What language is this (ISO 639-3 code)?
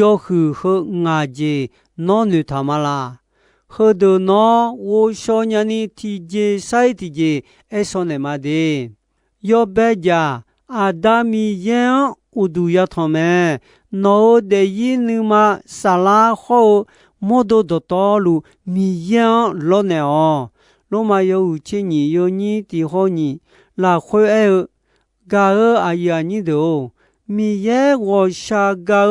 ahk